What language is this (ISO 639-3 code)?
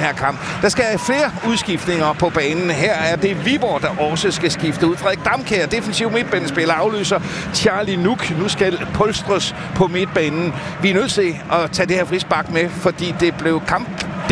dan